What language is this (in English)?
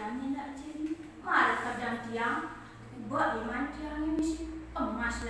Balinese